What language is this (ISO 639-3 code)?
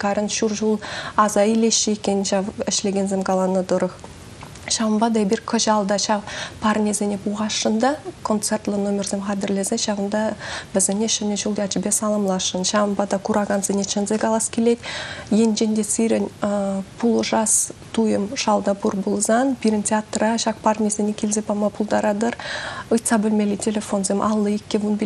chv